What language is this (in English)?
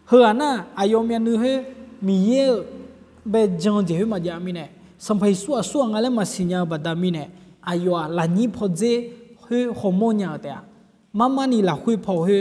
Akha